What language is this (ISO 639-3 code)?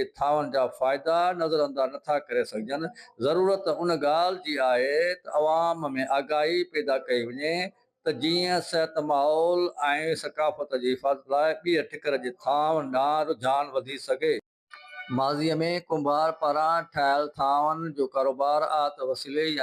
snd